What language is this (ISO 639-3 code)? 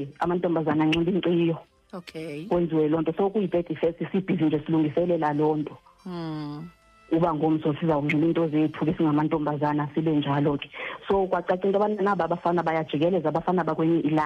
xho